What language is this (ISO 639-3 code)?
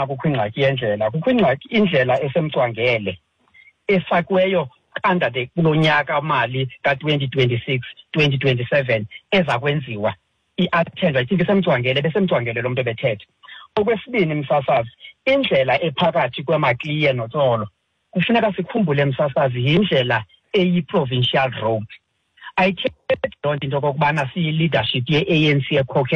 xho